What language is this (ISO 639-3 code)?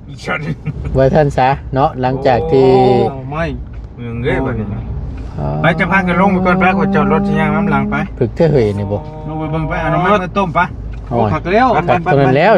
tts